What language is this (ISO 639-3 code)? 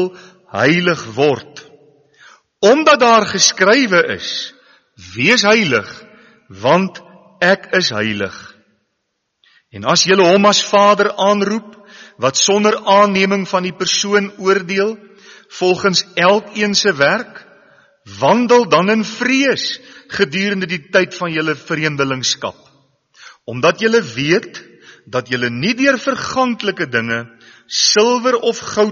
afr